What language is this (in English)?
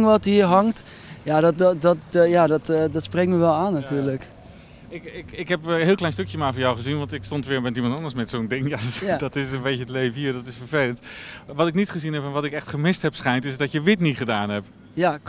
Dutch